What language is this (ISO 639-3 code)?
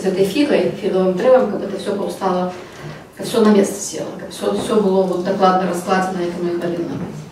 bel